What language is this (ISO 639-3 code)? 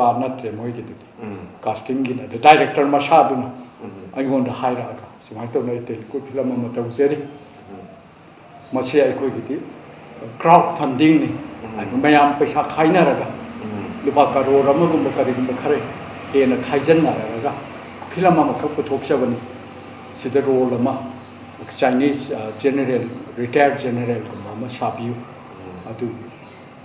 mni